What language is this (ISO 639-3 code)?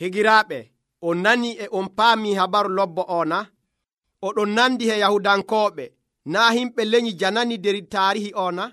fuv